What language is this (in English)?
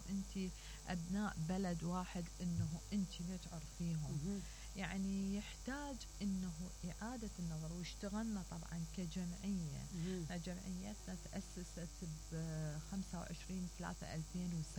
Mesopotamian Arabic